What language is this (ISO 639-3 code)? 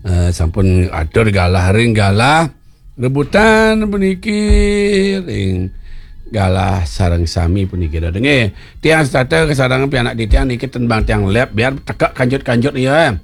ban